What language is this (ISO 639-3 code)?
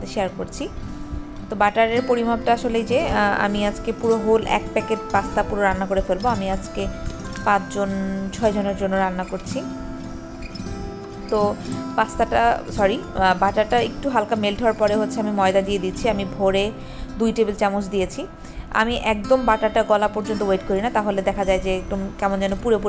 ben